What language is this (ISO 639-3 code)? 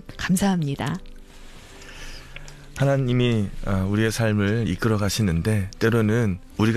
kor